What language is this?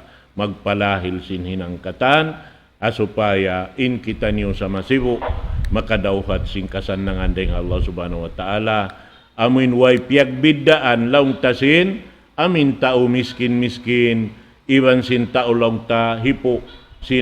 Tausug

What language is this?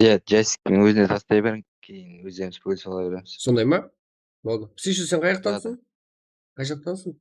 Kara-Kalpak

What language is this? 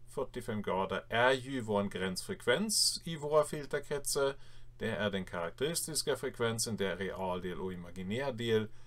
Swedish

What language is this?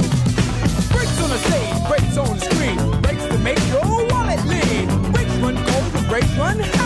English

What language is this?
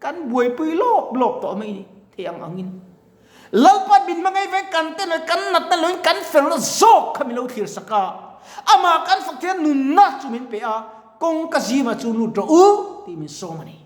Mizo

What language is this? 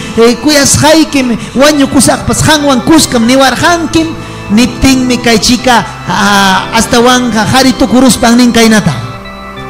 Ayacucho Quechua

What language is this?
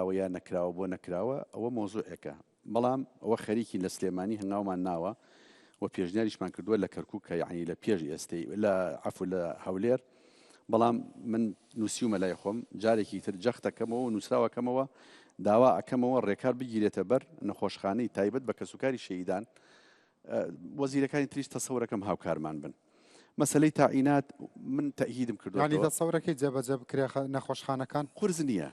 Central Kurdish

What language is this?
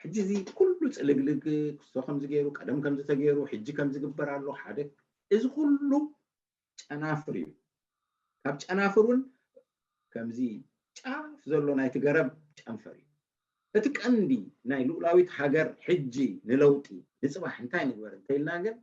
Tigrinya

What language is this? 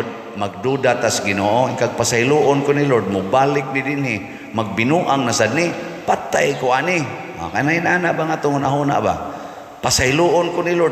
Cebuano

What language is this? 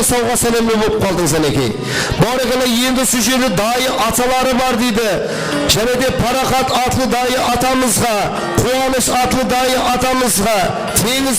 Kara-Kalpak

